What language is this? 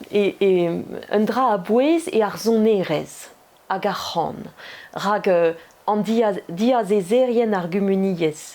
Breton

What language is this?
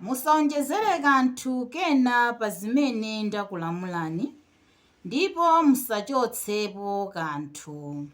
Nyanja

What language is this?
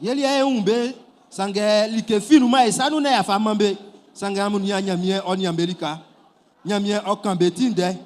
Baoulé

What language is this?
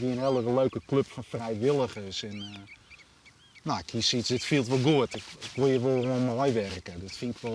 Western Frisian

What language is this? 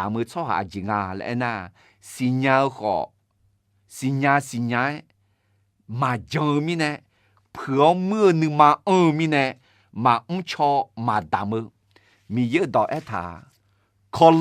Akha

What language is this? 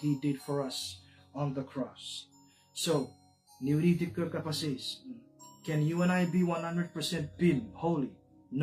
Chuukese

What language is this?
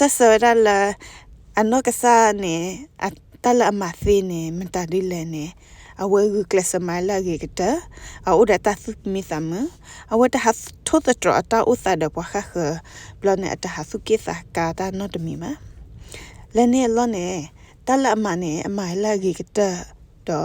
S'gaw Karen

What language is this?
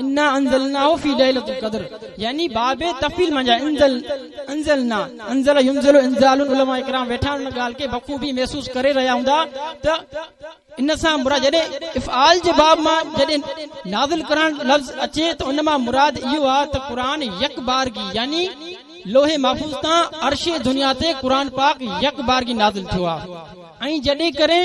Sindhi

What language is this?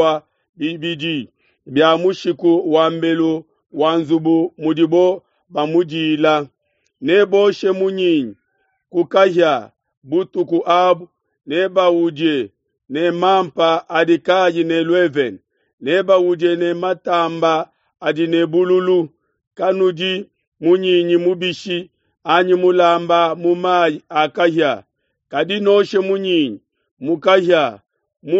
Luba-Lulua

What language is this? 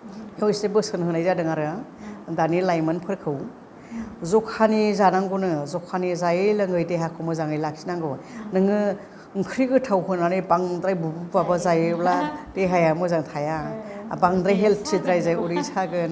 Bodo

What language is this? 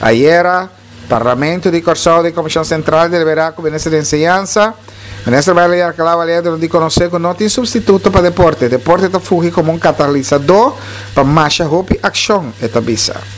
Papiamento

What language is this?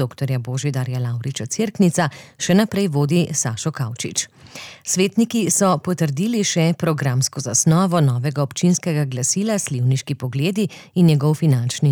Slovenian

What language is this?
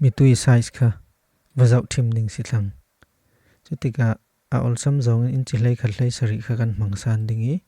Falam Chin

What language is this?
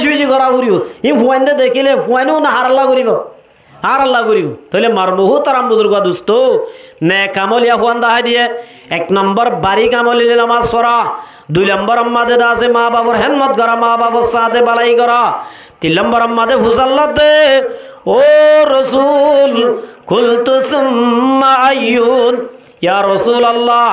Rohingya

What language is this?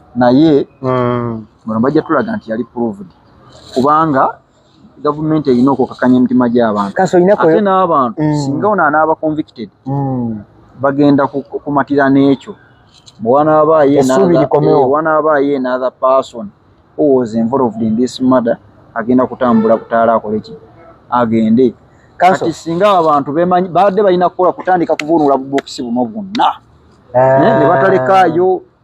Ganda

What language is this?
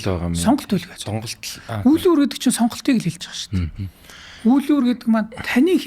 Mongolian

